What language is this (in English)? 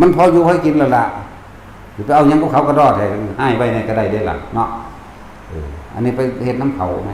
Northeastern Thai